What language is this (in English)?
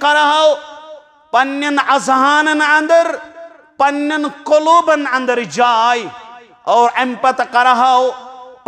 Kashmiri